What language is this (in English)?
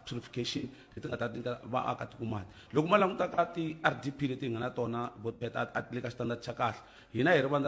Tsonga